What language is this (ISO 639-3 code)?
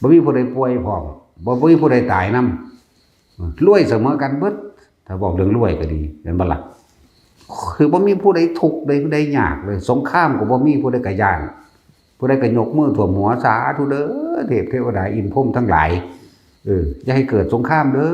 lao